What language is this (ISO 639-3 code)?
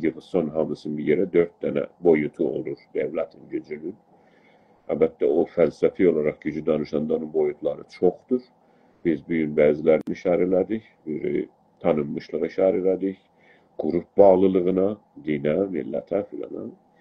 azb